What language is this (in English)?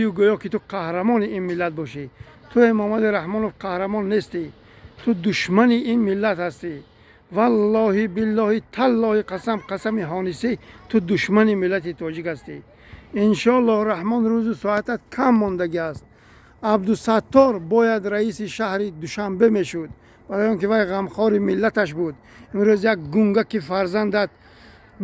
Tajik